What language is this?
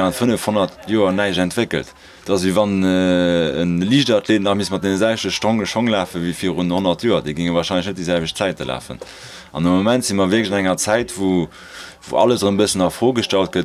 Luxembourgish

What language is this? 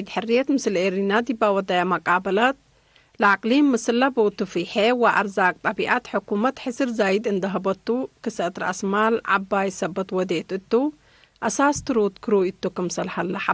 Tigre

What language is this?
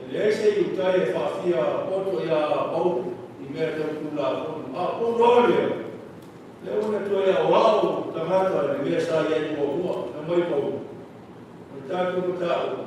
Samoan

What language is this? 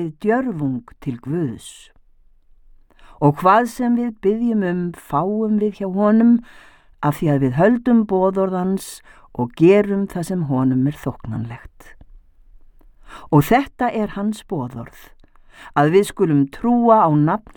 Icelandic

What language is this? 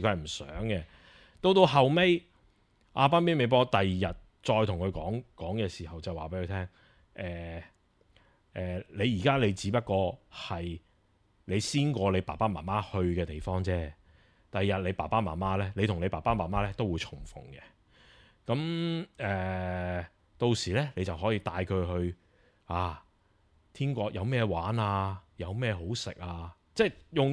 Cantonese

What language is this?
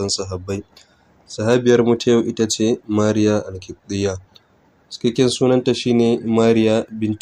Hausa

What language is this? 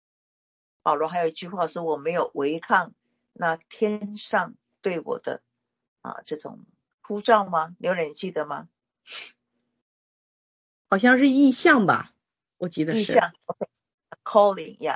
Chinese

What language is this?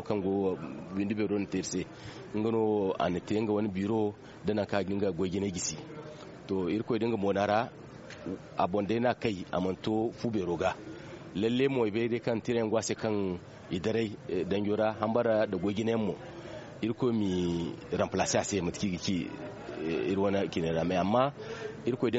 Zarma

